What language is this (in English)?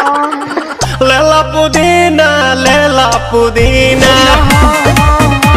Bhojpuri